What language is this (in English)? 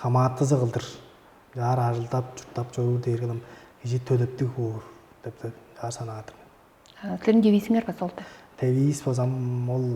Tuvinian